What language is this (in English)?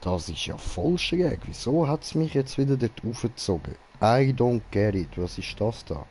Swiss German